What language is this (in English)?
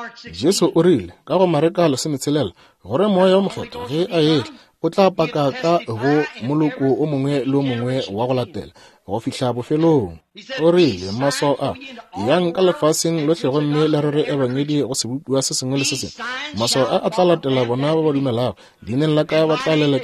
Northern Sotho